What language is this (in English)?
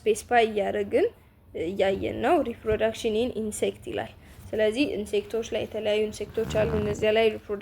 Amharic